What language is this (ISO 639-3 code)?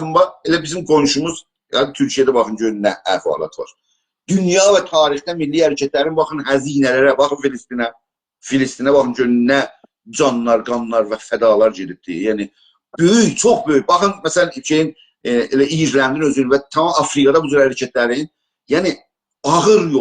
azb